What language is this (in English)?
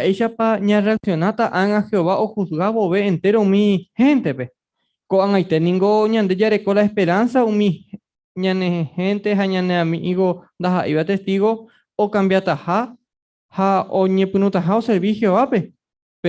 Guarani